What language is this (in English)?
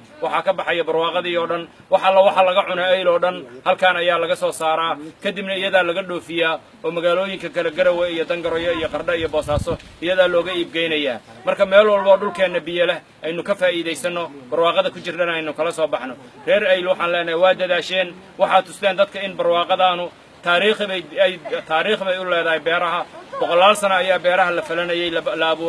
Somali